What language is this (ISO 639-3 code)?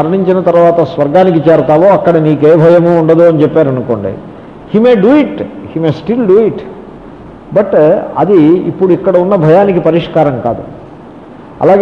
tel